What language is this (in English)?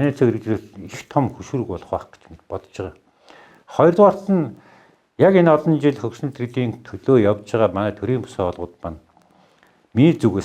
Mongolian